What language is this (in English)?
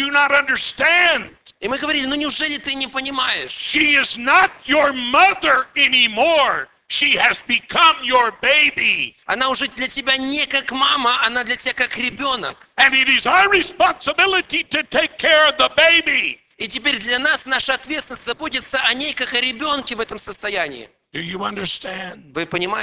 Russian